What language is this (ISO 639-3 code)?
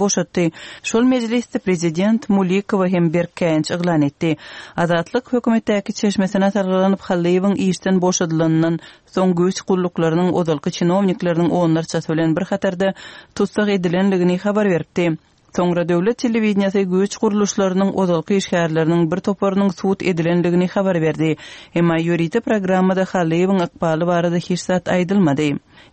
tuk